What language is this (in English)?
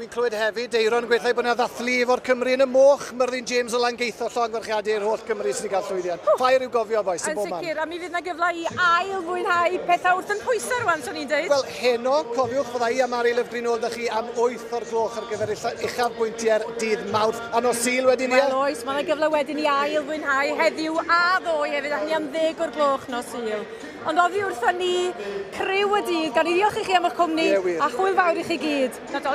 Welsh